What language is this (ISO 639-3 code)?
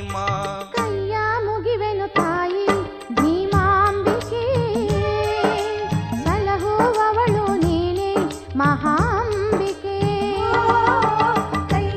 kan